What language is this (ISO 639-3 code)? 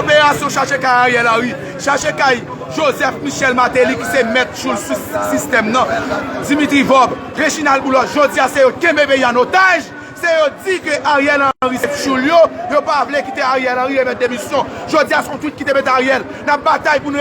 hat